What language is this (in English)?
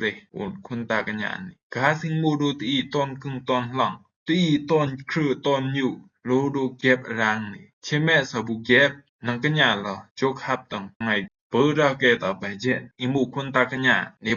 Rumai Palaung